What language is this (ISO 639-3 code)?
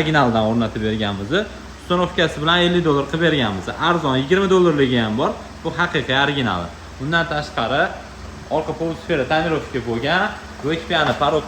uzb